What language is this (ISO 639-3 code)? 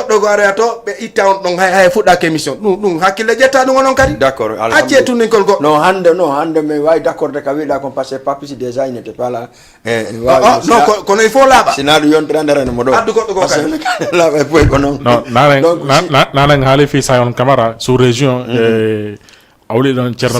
ful